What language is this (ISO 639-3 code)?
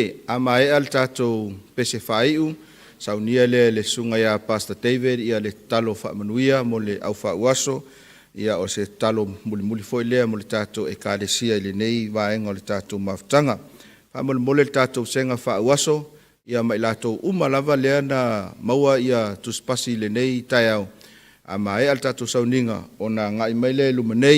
smo